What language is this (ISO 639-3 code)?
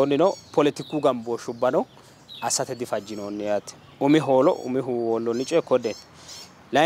sid